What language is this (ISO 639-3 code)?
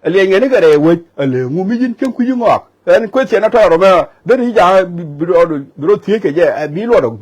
nus